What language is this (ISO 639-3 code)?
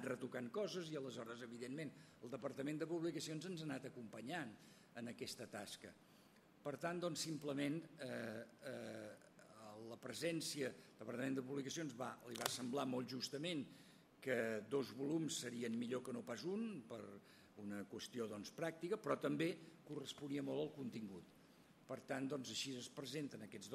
cat